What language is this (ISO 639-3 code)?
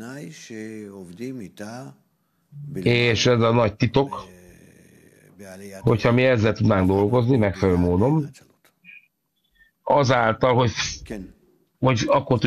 hun